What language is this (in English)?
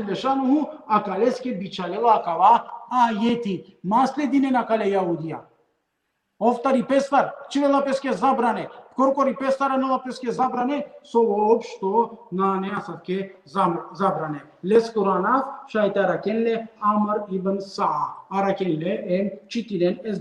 Balkan Romani